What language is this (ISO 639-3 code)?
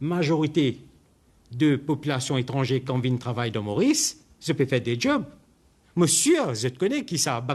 mfe